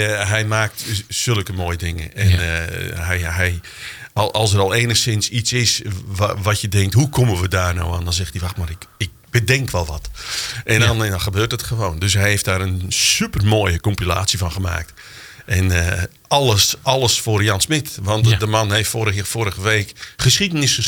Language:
Dutch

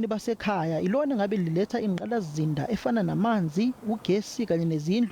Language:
Zulu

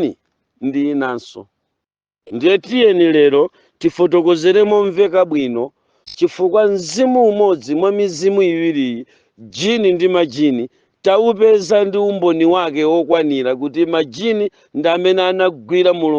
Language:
Nyanja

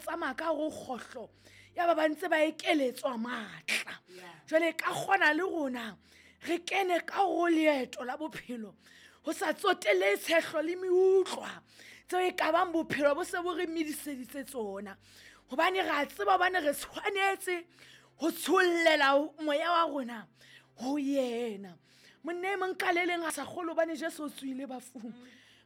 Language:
Southern Sotho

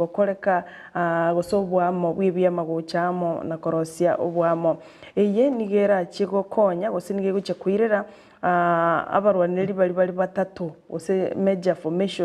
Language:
Gusii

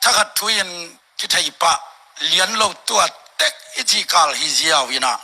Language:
Tedim Chin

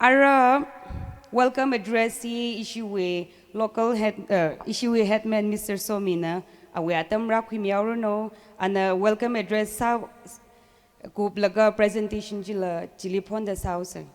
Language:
Tangkhul Naga (India)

